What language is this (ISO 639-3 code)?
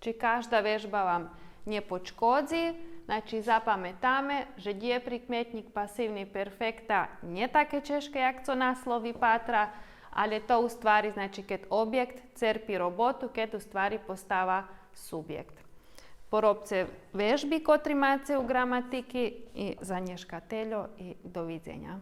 rue